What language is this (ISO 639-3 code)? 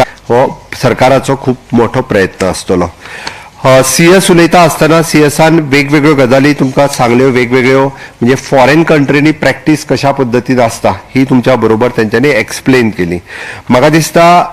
kok